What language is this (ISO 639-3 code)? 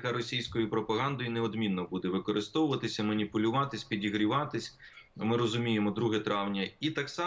ukr